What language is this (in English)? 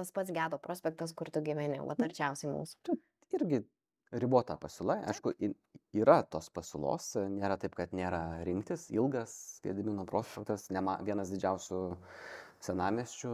Lithuanian